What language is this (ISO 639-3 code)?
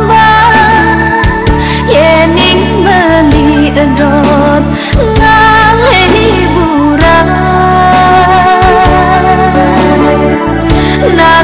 ban